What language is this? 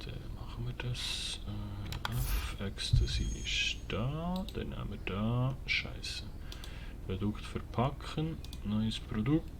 Swiss German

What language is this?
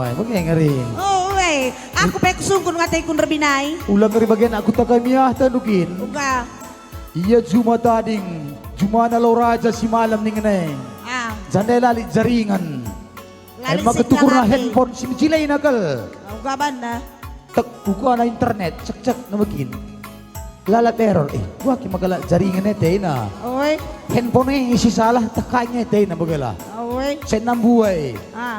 Batak Karo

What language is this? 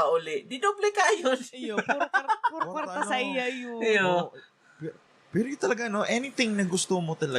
Bikol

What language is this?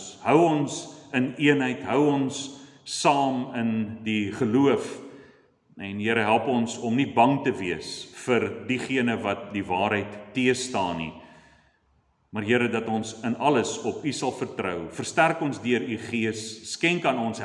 Afrikaans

